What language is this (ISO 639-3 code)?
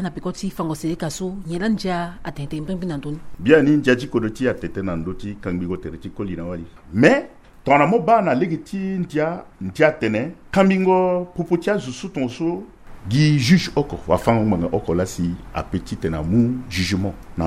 sag